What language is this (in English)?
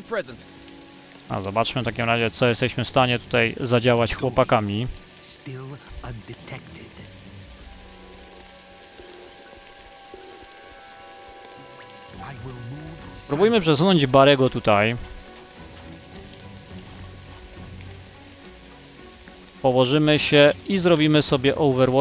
Polish